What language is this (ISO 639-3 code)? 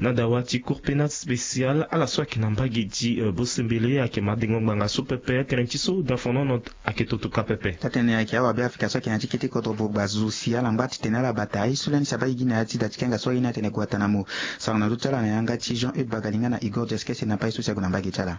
sag